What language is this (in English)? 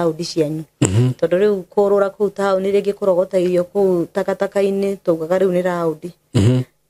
Kikuyu